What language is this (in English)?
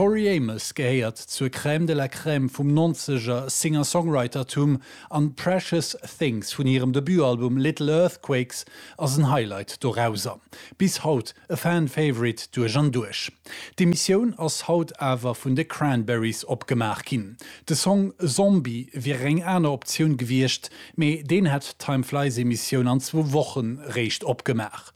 Luxembourgish